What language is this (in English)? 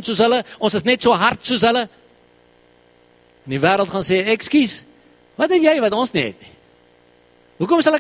Afrikaans